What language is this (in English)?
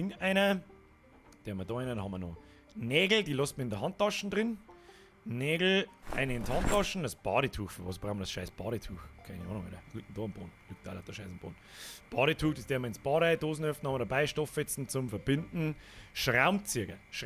Bavarian